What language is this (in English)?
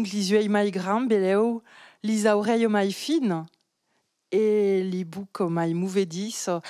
Occitan